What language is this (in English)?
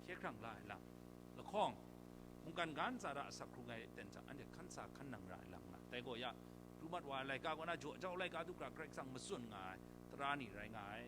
Kachin